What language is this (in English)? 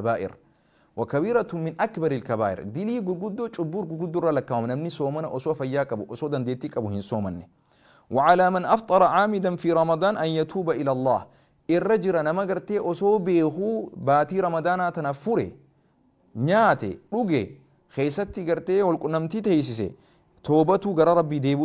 Oromo